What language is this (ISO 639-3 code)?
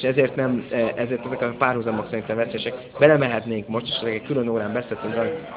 hun